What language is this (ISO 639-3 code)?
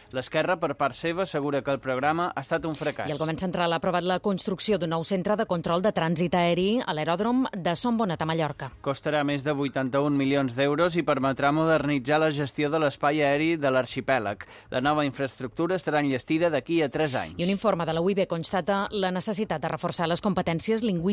cat